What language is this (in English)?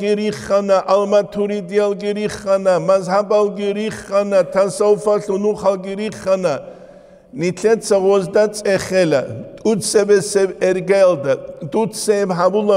Avaric